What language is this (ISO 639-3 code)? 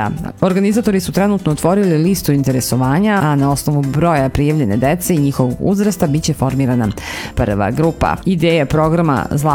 srp